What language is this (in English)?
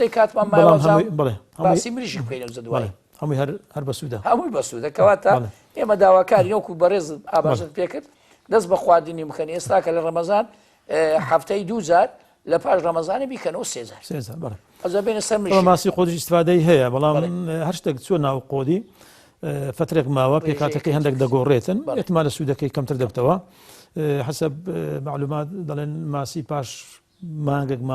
Central Kurdish